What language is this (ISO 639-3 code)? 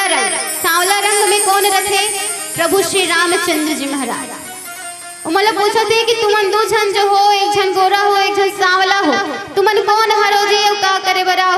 hne